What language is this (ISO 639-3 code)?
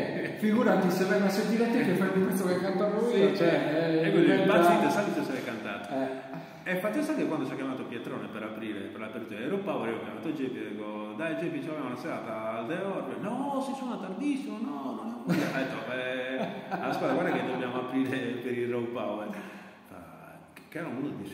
ita